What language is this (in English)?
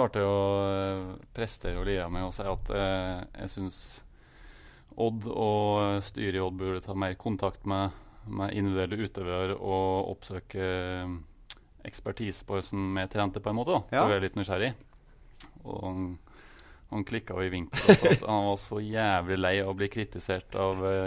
Norwegian